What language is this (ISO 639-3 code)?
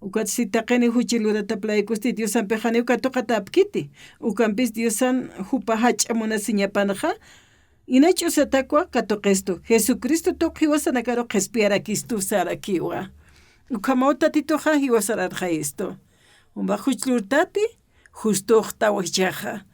aym